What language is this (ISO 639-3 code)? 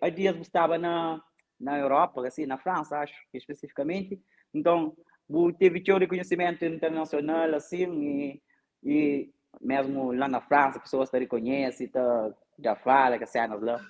kea